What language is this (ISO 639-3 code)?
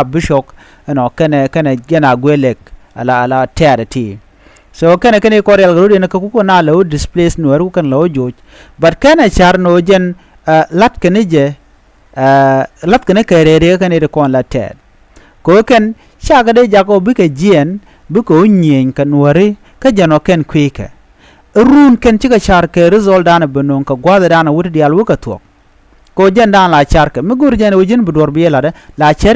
nus